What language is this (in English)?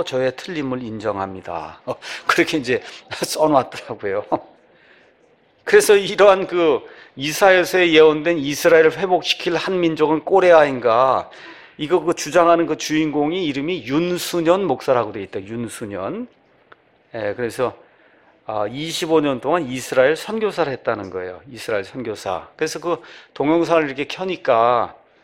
Korean